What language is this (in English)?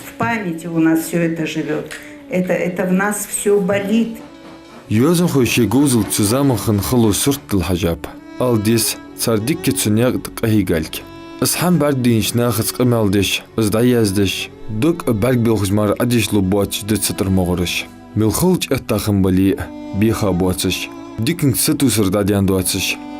Ingush